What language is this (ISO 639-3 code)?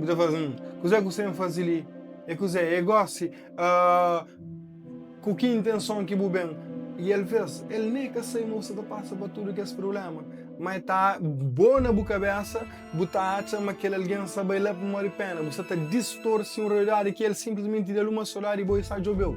kea